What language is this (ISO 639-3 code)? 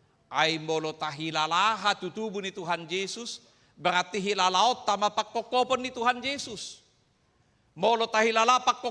bbc